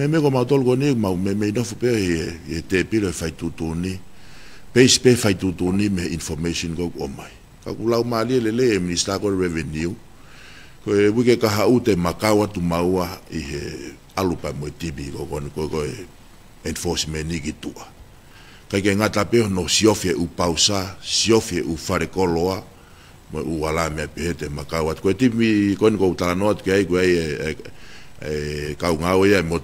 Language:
Tongan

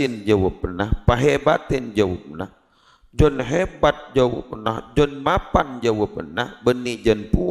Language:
Madurese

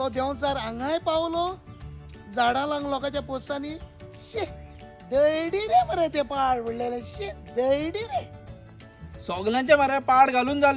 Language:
Konkani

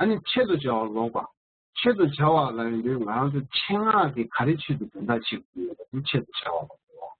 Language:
Tibetan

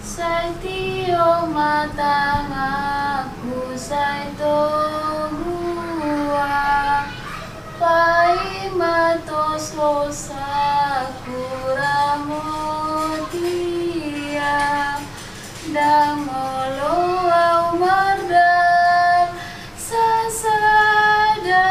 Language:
Batak Toba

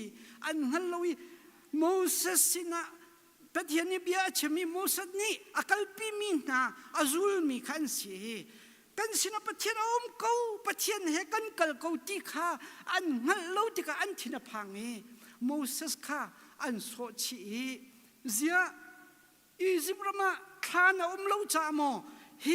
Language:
Hakha Chin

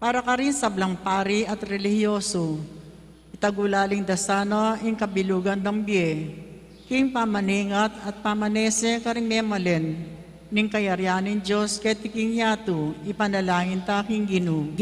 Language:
Pampanga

